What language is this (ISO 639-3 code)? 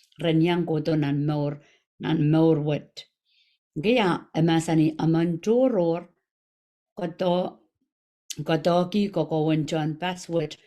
pon